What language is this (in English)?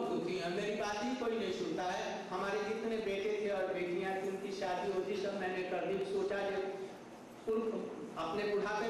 Hindi